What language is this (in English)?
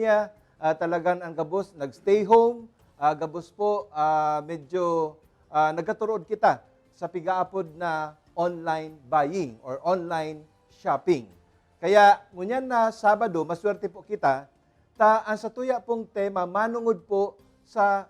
Bikol